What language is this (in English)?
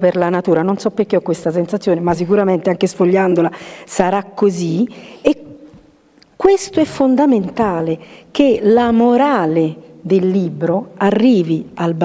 Italian